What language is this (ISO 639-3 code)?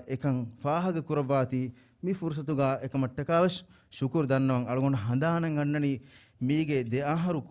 div